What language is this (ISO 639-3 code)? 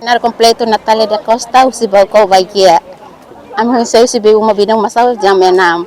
tet